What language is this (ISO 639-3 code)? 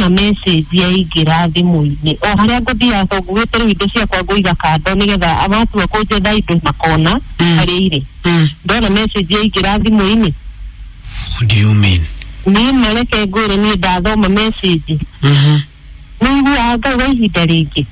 kik